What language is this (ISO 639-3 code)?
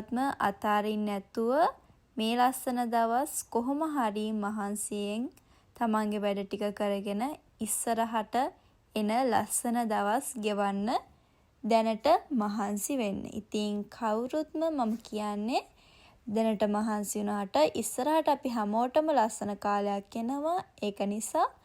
sin